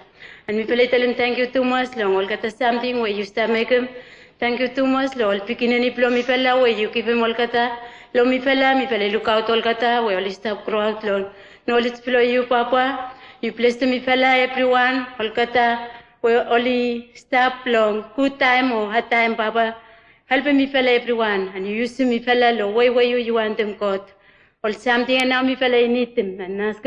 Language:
Bislama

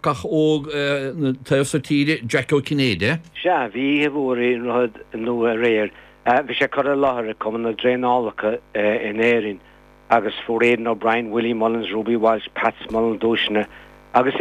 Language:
Irish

